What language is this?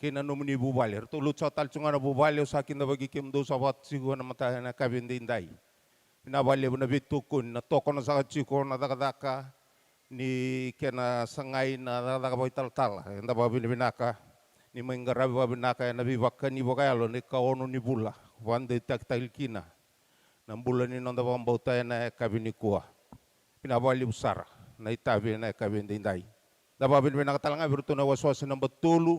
Fijian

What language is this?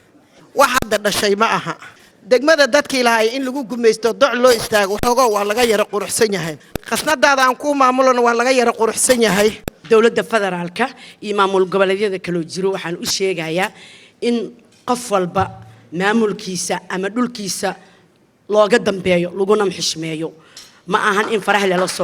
Somali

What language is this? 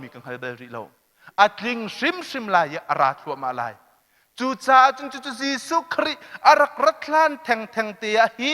Hakha Chin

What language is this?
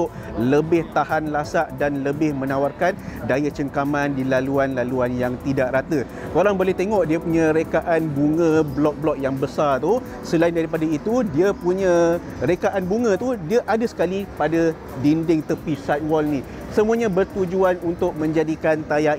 Malay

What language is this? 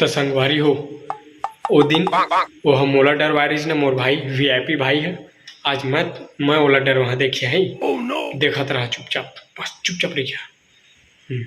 Chhattisgarhi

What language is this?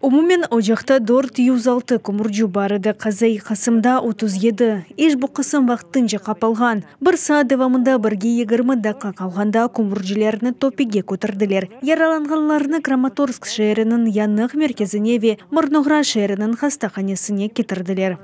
Crimean Tatar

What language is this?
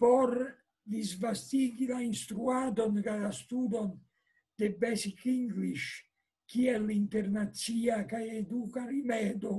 Esperanto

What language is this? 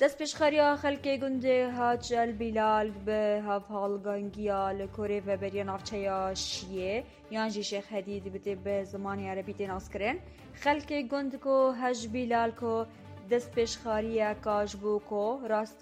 Kurdish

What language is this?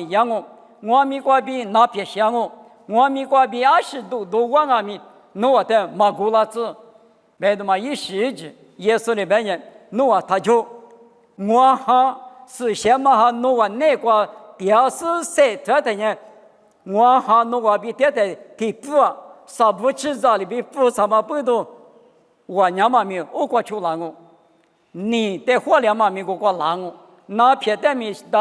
Lisu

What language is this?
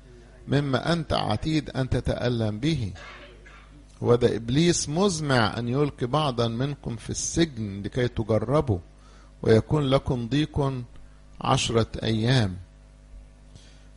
Egyptian Arabic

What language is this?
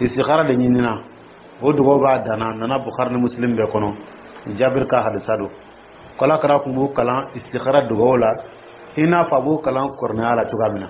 Dyula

